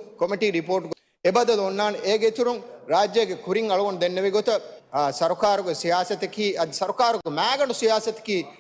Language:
Divehi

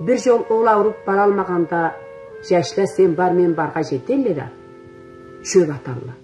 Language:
Karachay-Balkar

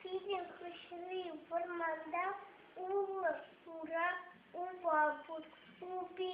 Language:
Chuvash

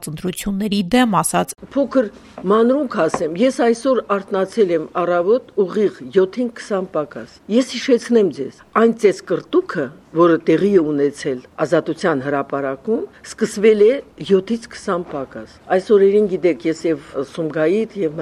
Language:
Armenian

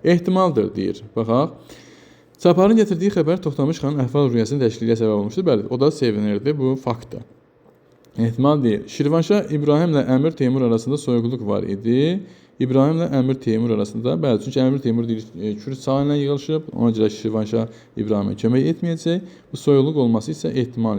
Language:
Azerbaijani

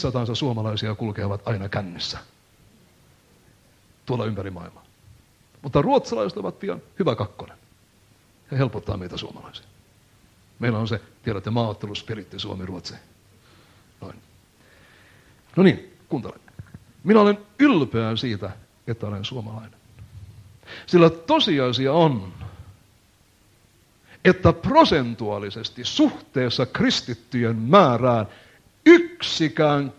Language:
Finnish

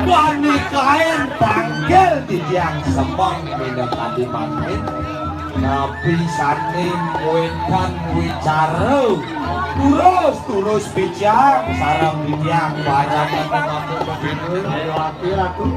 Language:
Balinese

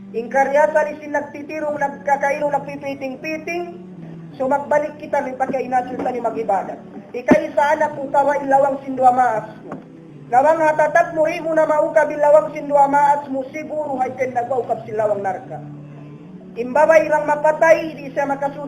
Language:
Tausug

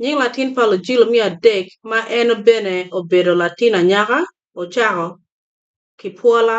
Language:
Acoli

